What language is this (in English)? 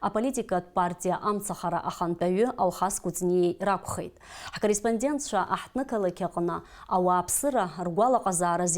Abkhazian